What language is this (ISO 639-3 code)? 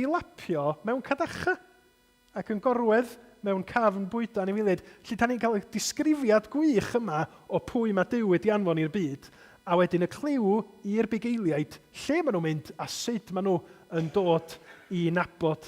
cym